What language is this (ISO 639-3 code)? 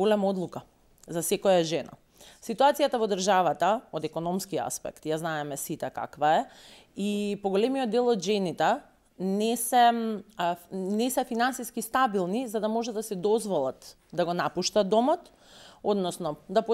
mkd